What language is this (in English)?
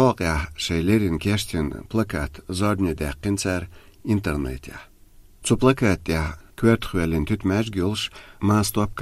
Chechen